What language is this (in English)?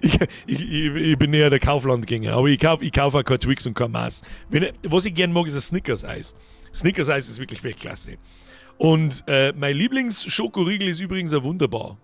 Bavarian